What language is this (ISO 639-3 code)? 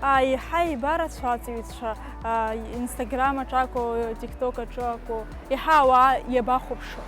abk